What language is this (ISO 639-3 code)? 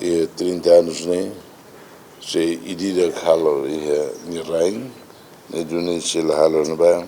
tet